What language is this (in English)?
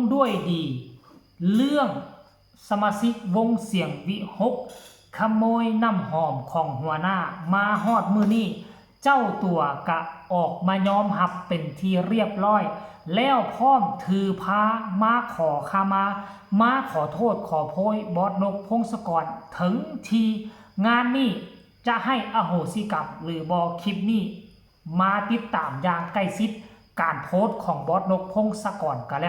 Northeastern Thai